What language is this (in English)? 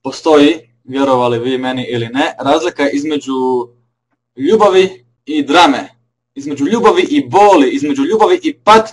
Croatian